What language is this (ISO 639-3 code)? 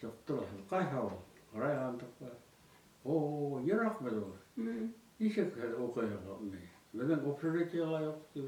bak